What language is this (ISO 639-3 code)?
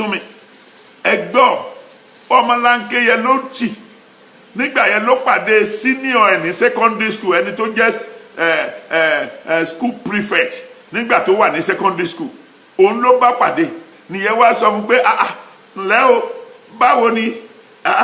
yor